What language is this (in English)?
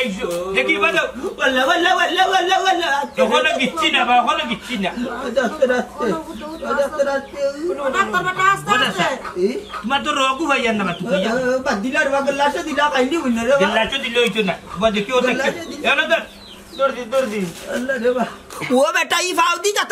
Sylheti